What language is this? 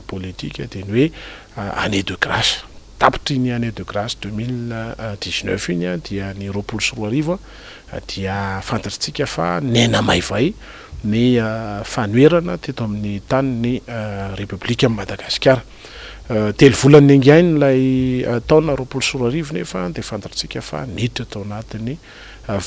Malagasy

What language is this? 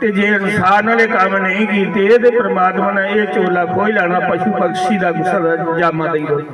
Dogri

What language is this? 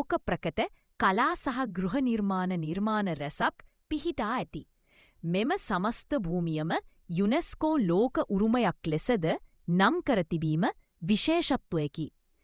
Sinhala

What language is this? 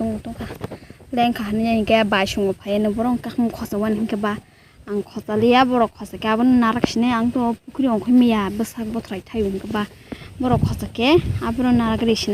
Kok Borok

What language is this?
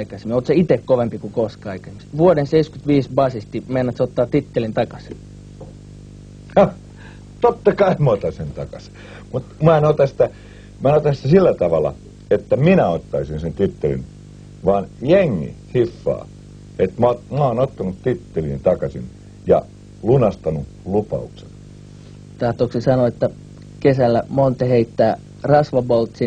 Finnish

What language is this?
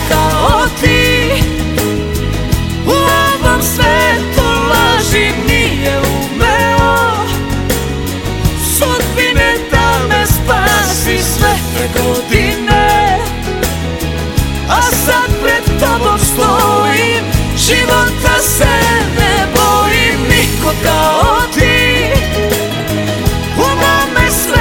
Serbian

